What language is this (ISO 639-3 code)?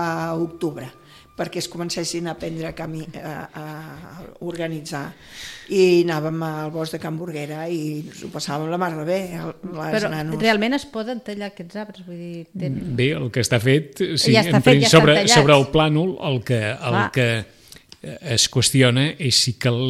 cat